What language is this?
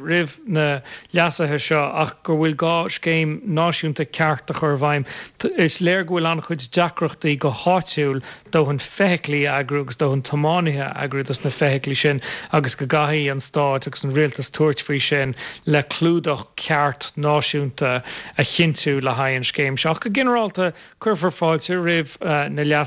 Irish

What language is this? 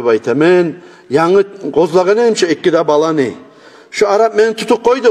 Kumyk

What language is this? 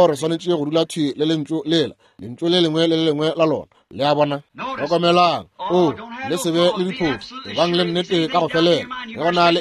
Northern Sotho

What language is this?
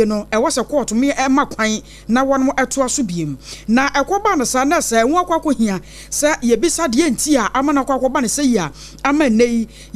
Akan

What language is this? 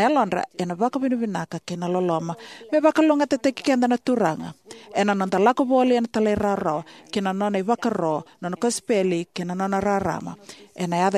Fijian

